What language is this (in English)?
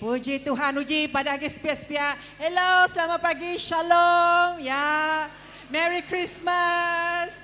Iban